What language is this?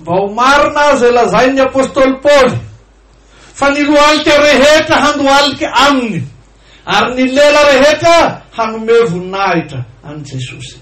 Malagasy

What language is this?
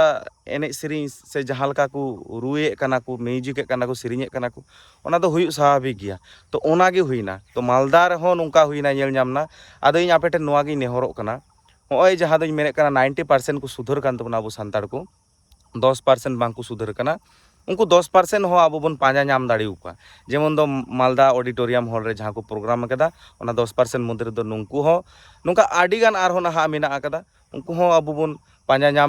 Santali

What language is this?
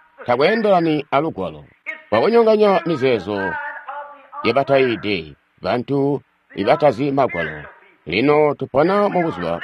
Tonga (Zambia)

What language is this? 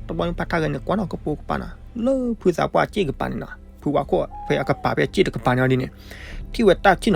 S'gaw Karen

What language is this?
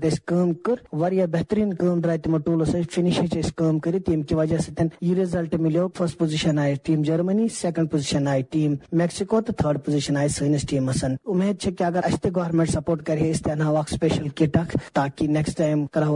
Kashmiri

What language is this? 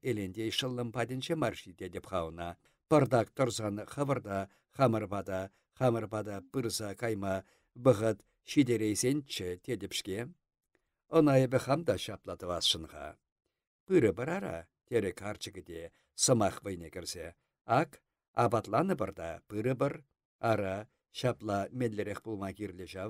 Chuvash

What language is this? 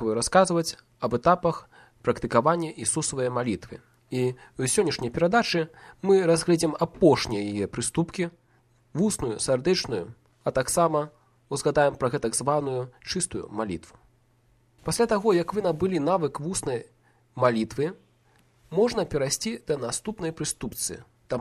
Belarusian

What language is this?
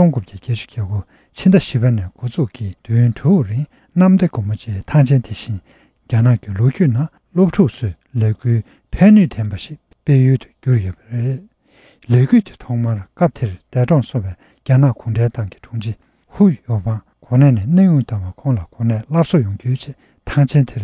Tibetan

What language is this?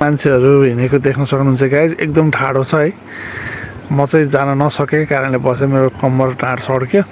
Nepali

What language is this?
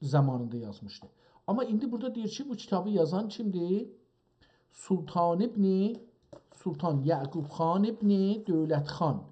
South Azerbaijani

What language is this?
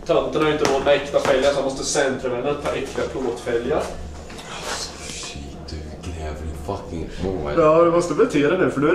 Swedish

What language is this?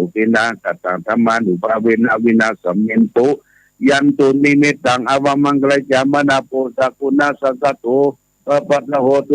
Pali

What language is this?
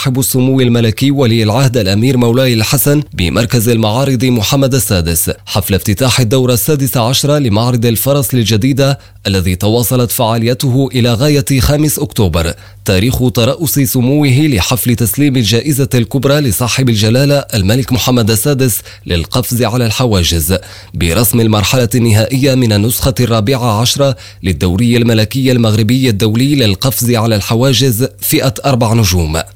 Arabic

